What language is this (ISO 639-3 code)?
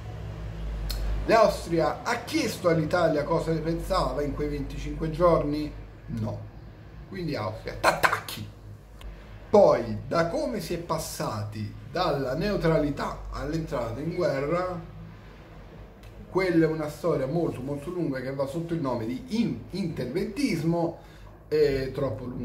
ita